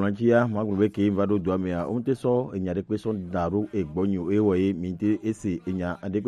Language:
Gen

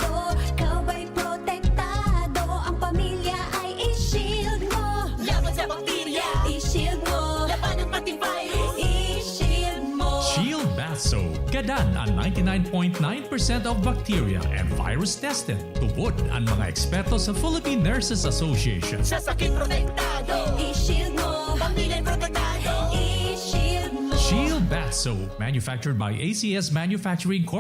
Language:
Bikol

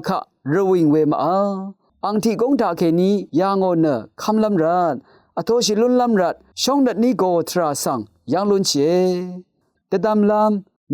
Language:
Rawang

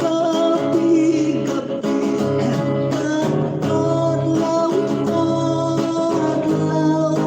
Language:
Hiligaynon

